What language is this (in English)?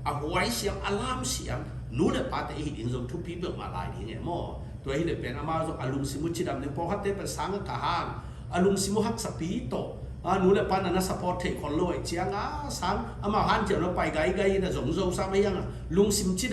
Tedim Chin